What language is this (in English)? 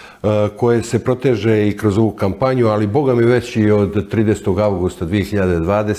Serbian